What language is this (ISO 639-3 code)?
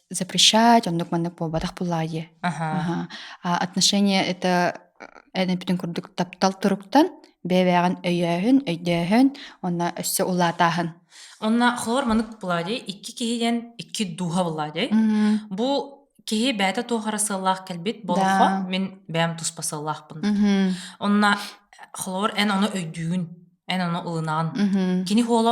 sah